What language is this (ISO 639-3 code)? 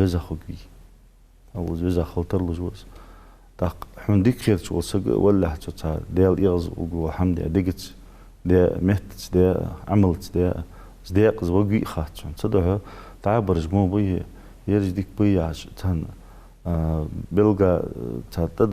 inh